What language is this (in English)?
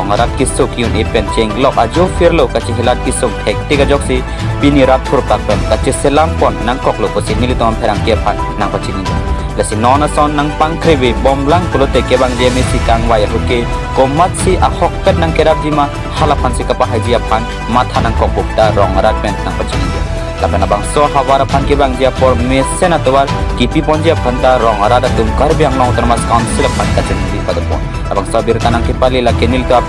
Karbi